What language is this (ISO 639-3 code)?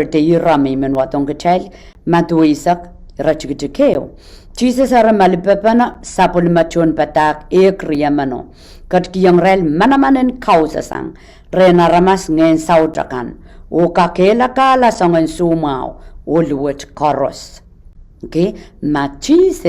pon